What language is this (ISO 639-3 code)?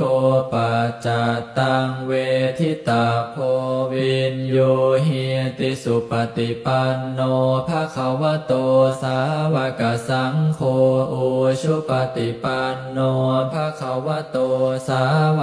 pli